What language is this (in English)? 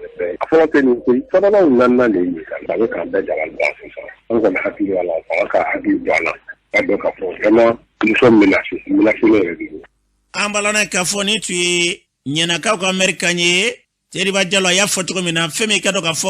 Bambara